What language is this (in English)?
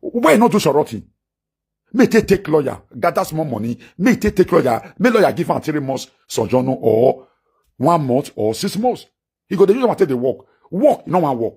Nigerian Pidgin